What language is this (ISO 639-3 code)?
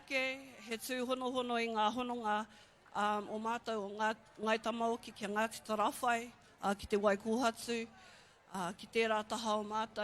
mri